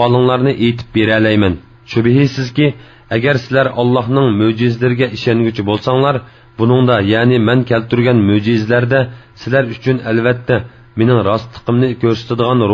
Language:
Uyghur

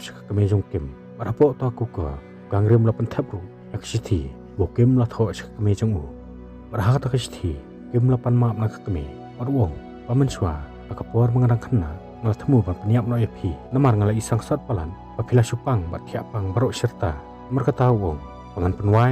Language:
Khasi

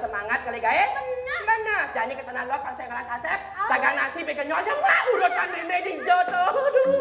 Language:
Balinese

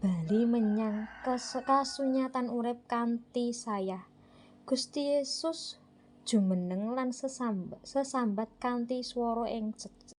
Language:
Javanese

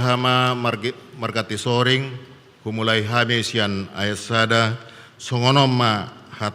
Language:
Batak Toba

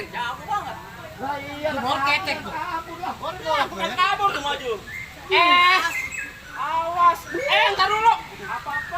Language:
Betawi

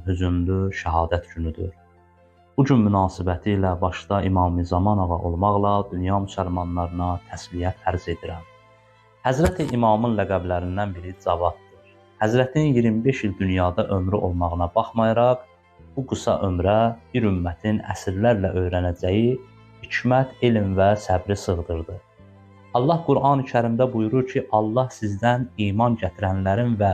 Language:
Azerbaijani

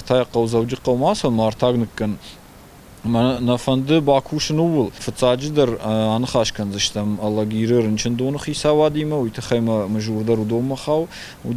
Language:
Ossetic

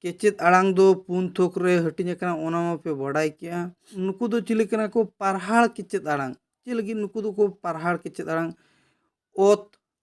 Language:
Santali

